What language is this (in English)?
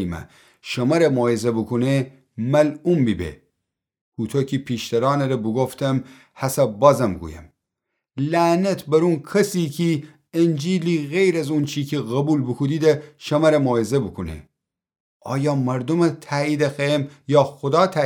Gilaki